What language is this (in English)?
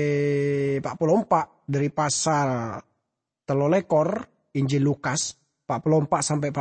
Madurese